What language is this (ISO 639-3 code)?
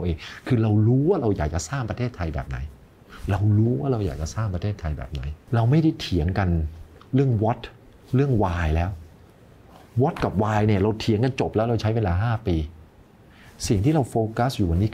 tha